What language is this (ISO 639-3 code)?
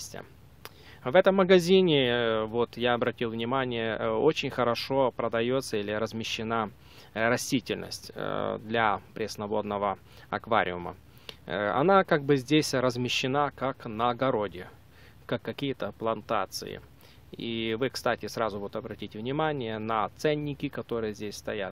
rus